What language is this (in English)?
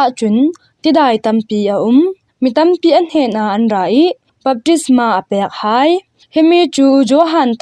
Falam Chin